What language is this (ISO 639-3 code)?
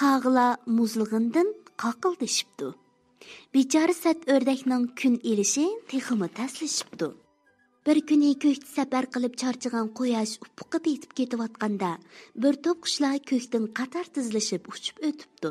uig